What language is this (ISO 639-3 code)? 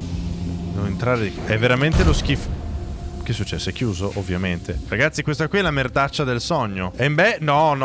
ita